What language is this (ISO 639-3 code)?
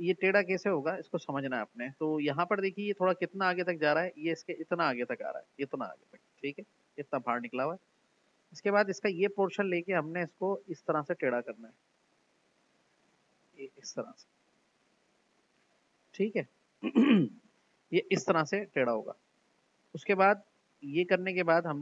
hin